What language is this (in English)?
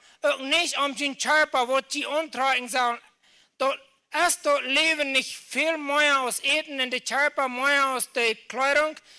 Plautdietsch